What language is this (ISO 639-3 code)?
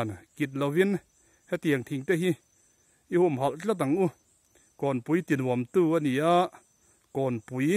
lus